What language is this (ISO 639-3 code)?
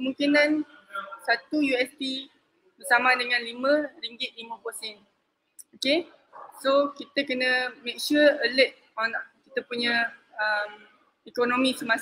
msa